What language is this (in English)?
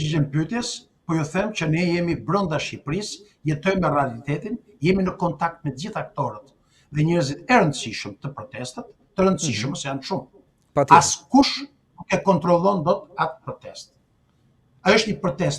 Albanian